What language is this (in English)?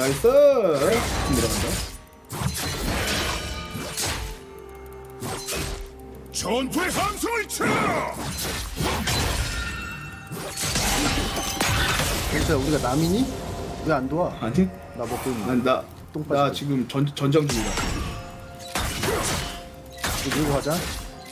Korean